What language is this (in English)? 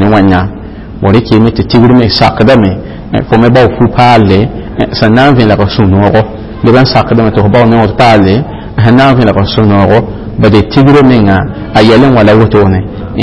Mossi